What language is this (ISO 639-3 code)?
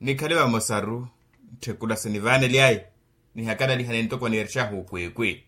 vmw